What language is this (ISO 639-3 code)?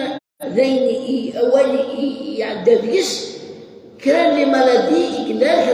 kab